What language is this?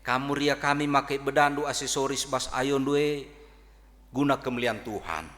Batak Karo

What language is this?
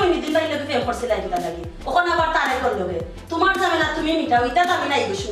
Sylheti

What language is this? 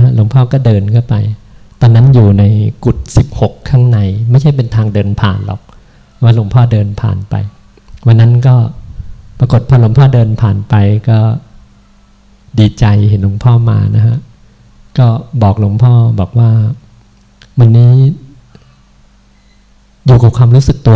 Thai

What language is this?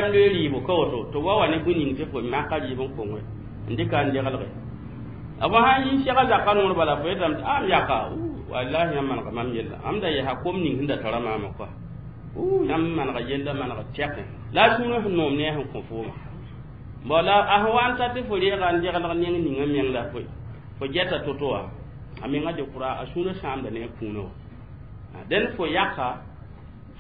Mossi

